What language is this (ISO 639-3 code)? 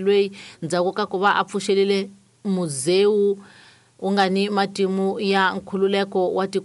tso